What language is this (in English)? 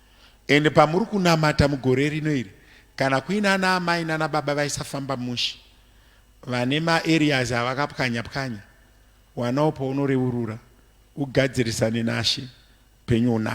Shona